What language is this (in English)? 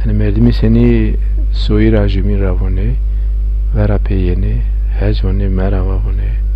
Zaza